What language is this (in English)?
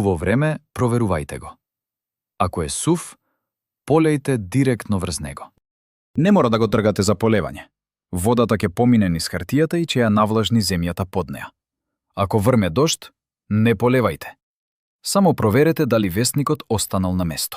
Macedonian